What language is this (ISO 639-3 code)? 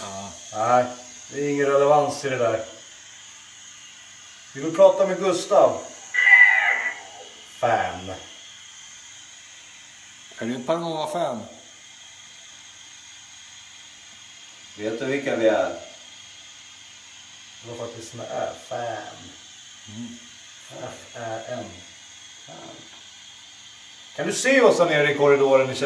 swe